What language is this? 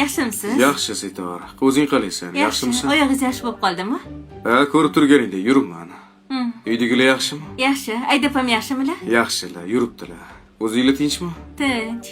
Uzbek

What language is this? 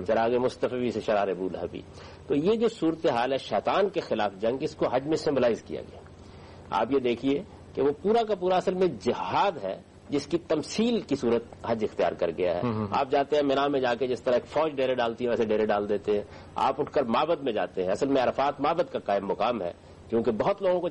Urdu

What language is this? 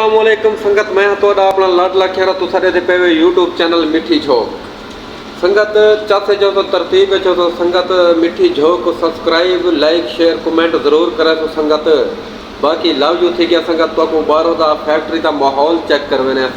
Saraiki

